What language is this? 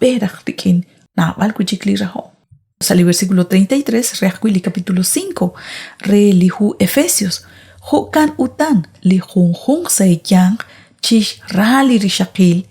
Kekchí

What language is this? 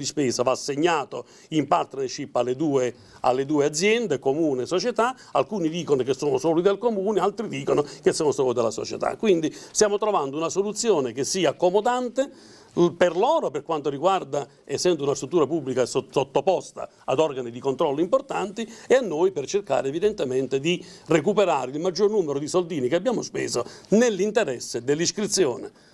Italian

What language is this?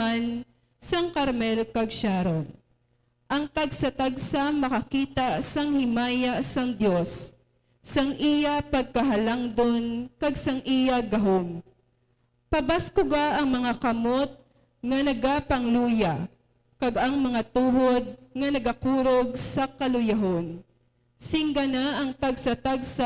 Hiligaynon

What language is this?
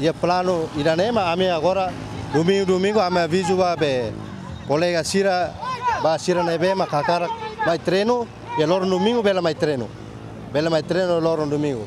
Tetum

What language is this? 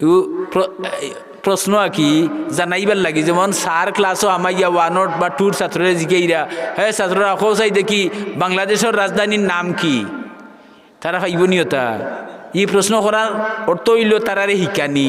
Sylheti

